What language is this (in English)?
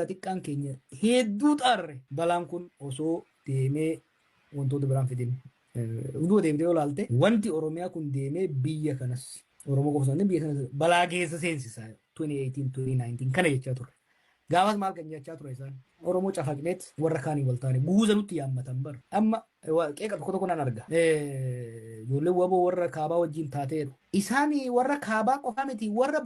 Oromo